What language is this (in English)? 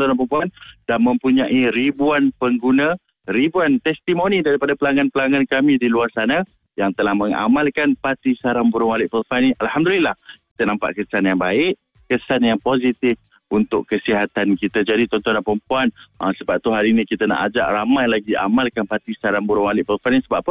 Malay